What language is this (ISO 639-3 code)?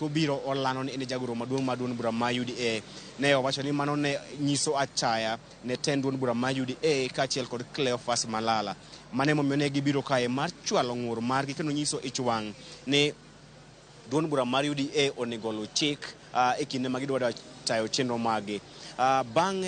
luo